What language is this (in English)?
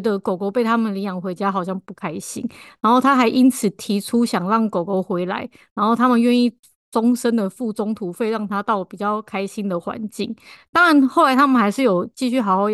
Chinese